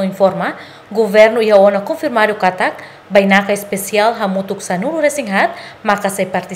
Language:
Tetum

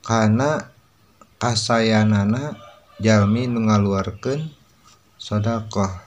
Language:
Sundanese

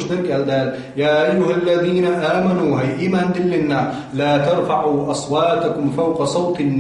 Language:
Chechen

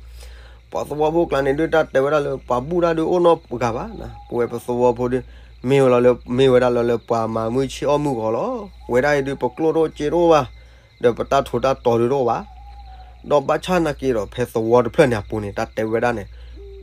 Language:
S'gaw Karen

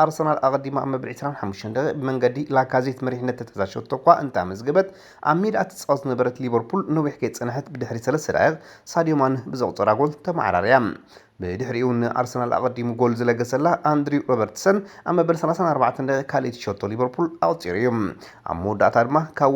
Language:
Tigrinya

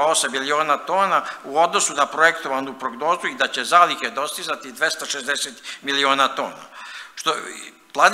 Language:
Serbian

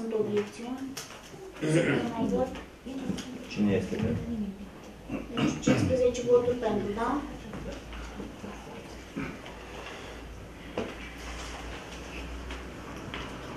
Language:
Romanian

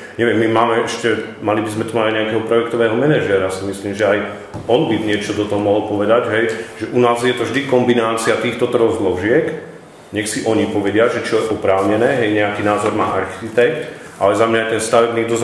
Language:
Slovak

